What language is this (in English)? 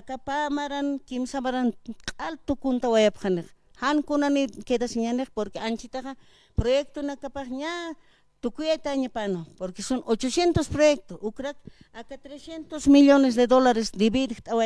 Aymara